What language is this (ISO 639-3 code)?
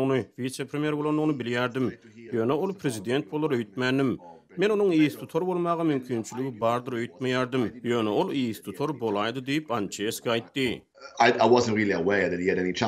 tuk